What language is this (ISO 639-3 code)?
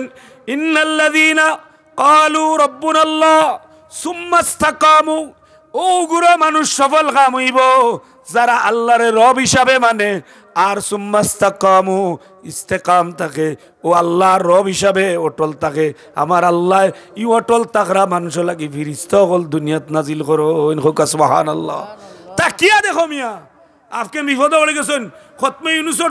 syl